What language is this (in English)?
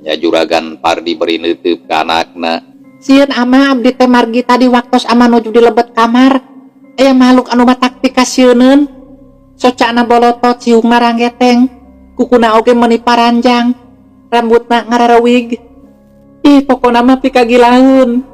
Sundanese